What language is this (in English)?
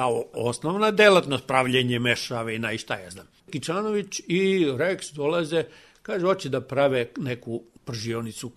Serbian